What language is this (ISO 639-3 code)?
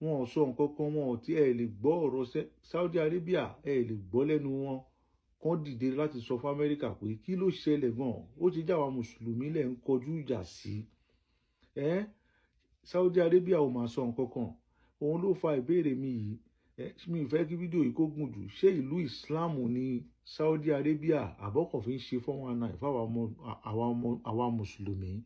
yor